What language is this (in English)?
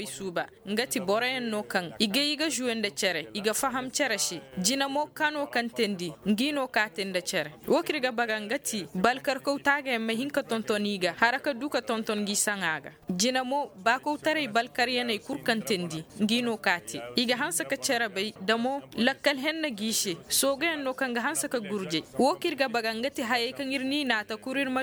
Koyraboro Senni